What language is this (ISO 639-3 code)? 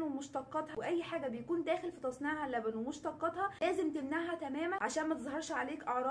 arz